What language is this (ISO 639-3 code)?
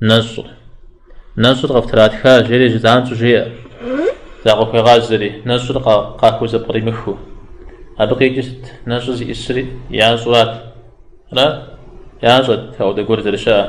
kbd